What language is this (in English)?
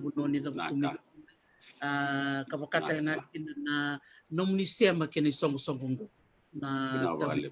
Fijian